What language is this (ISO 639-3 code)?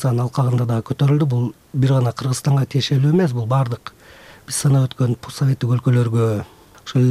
kir